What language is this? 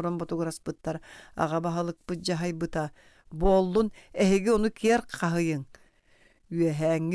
Yakut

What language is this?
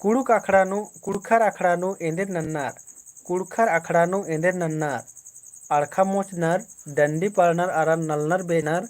Kurukh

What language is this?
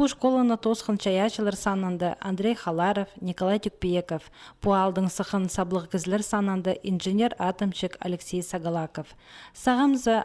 Khakas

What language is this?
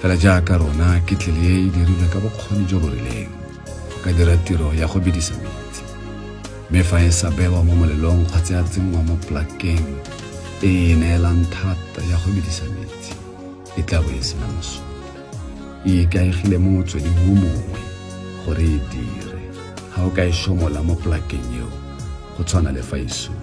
Tswana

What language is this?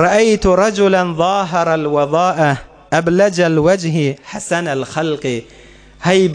Turkmen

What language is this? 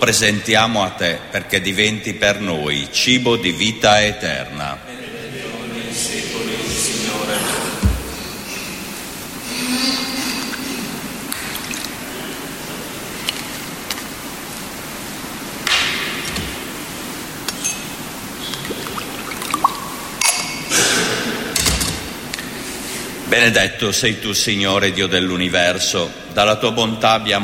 Italian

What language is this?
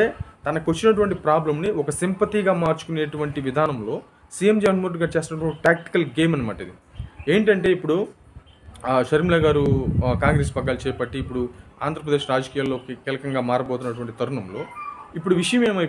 Telugu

